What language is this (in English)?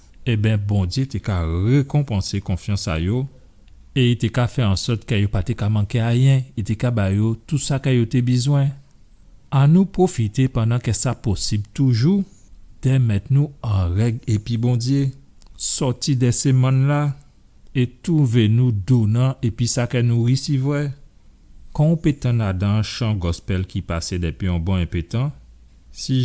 Guadeloupean Creole French